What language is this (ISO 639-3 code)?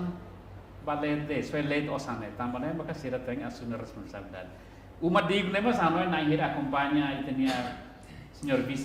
tet